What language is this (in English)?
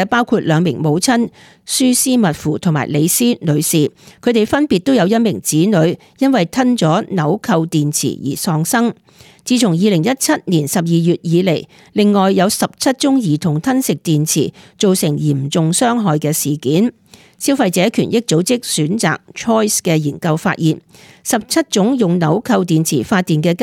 Cantonese